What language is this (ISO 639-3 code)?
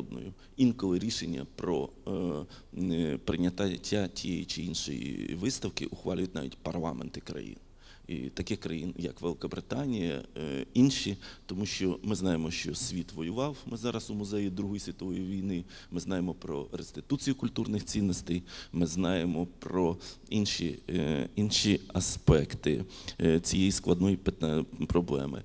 ukr